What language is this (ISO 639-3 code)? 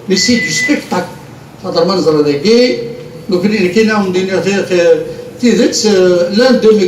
kab